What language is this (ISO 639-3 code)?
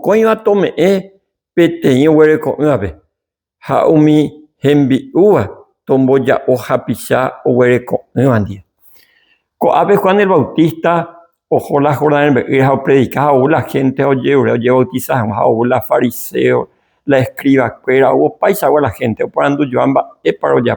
grn